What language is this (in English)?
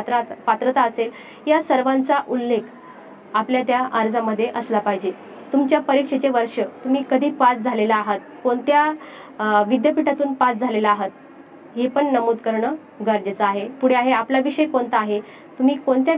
Marathi